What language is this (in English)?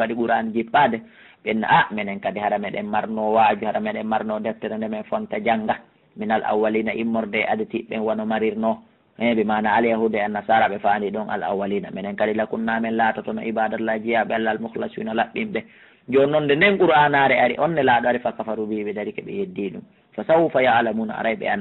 Fula